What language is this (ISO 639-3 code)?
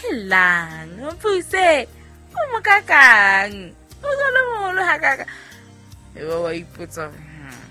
sot